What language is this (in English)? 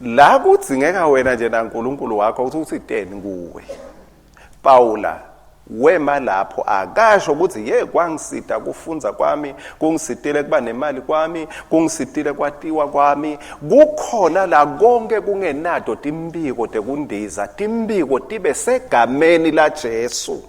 Swati